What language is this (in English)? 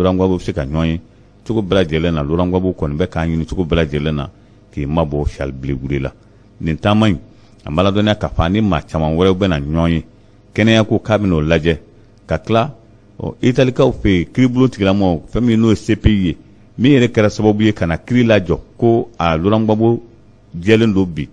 Bambara